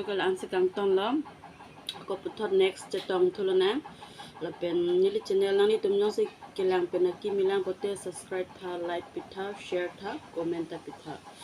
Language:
Karbi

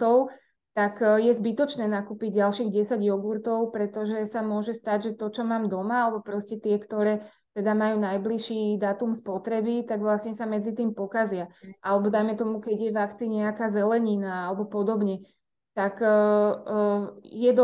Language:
Slovak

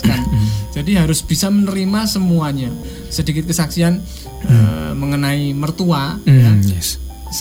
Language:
Indonesian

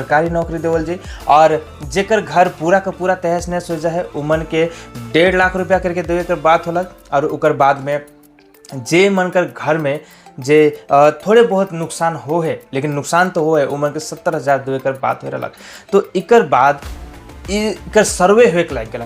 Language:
Sadri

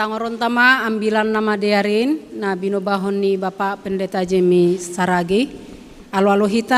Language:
Batak Simalungun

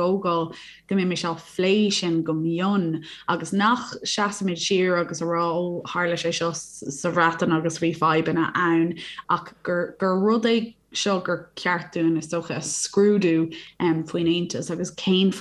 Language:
Irish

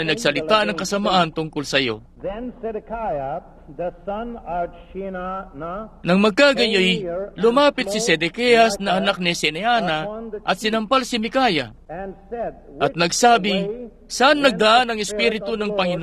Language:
Filipino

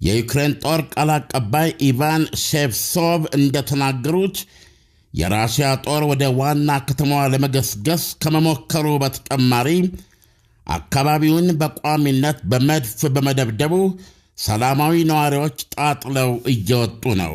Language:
Amharic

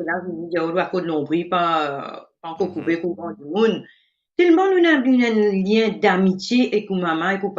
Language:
Morisyen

